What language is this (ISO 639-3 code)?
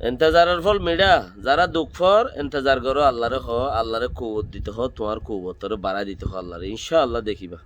rhg